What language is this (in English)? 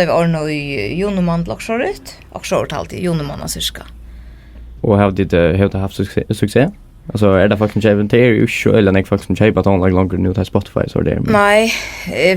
Faroese